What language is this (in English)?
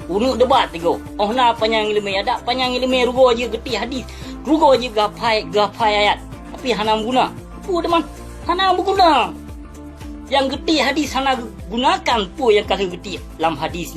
Achinese